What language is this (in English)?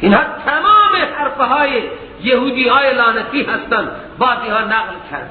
Persian